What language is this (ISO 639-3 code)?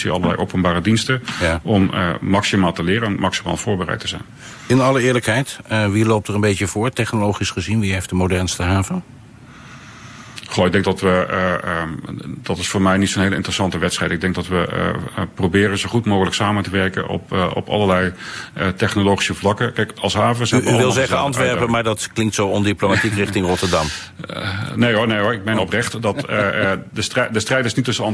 nld